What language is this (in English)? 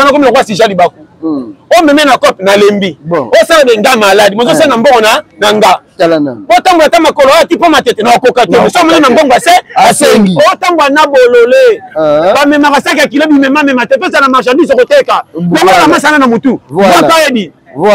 Lingala